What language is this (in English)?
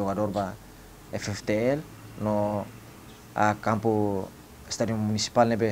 Tetum